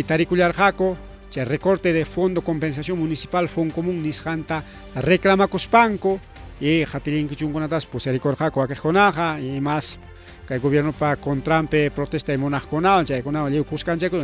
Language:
Ayacucho Quechua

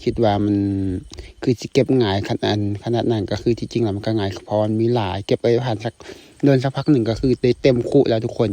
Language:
Lao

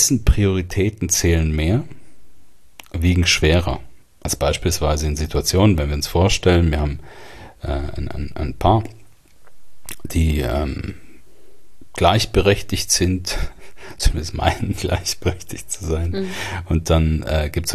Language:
German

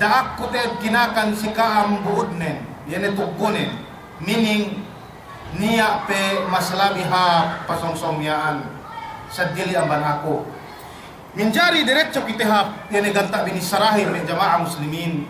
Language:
Yakan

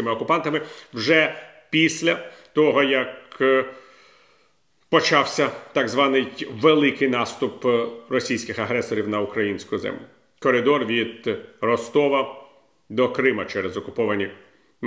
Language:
Ukrainian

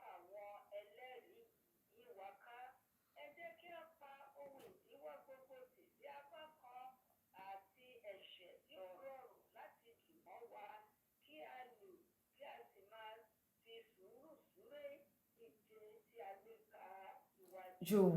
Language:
Yoruba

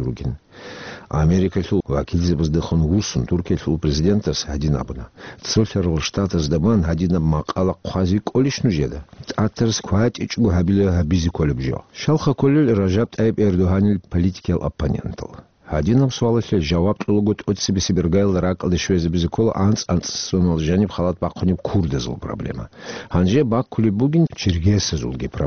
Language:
Avaric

